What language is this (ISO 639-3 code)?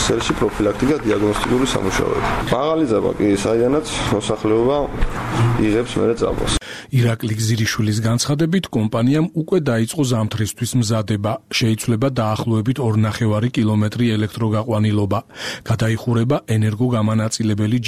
kat